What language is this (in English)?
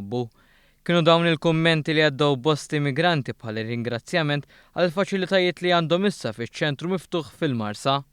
Maltese